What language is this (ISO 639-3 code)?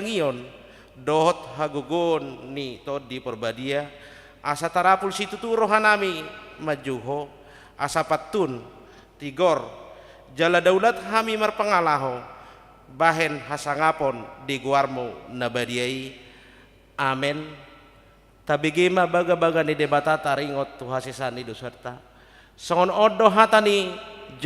bbc